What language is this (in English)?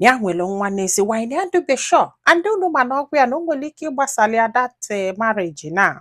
Igbo